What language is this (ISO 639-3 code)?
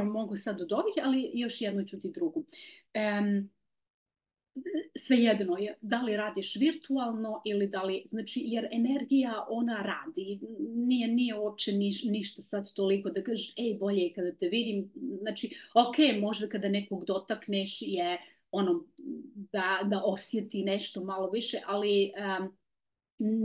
hrv